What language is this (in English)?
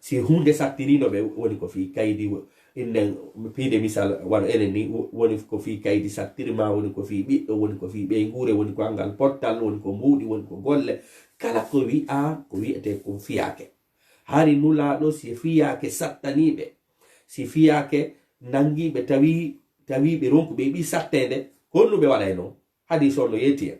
Fula